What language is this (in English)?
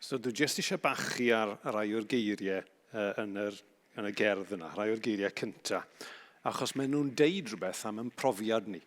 Welsh